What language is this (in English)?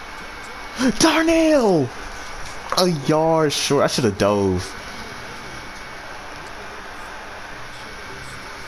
English